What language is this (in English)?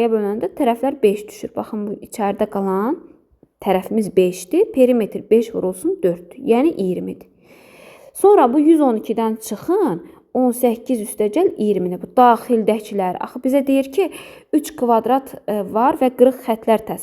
Azerbaijani